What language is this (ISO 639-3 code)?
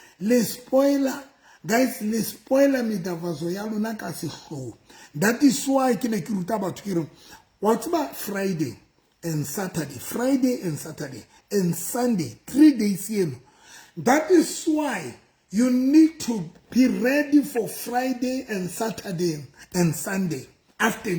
sot